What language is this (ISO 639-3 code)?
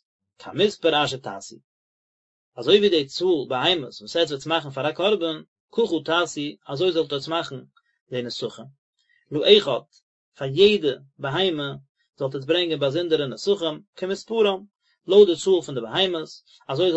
yid